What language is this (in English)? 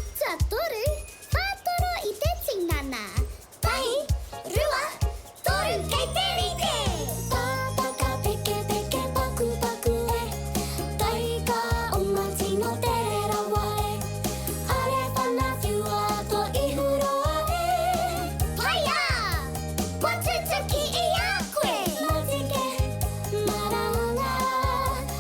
Māori